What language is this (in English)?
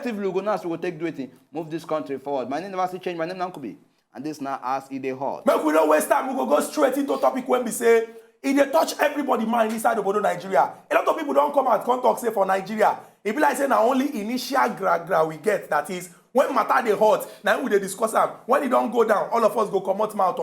Nigerian Pidgin